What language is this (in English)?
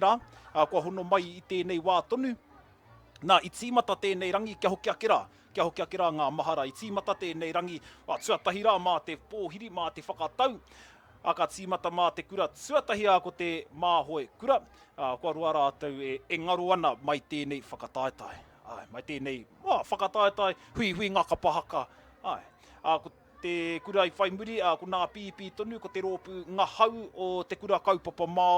Māori